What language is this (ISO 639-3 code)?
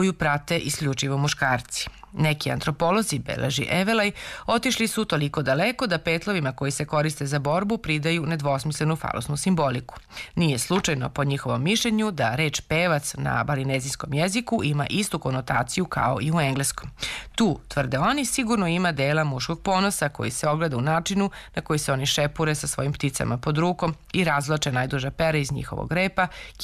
srp